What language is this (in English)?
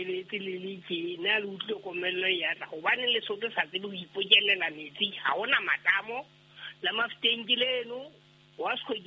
Southern Sotho